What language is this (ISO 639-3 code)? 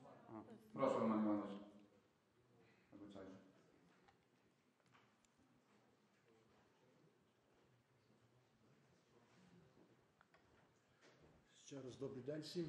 ukr